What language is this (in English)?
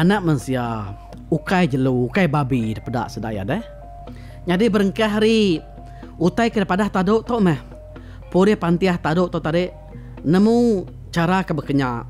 Iban